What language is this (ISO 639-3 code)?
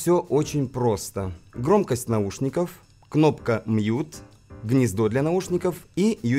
rus